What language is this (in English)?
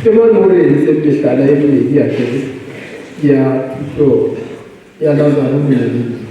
Southern Sotho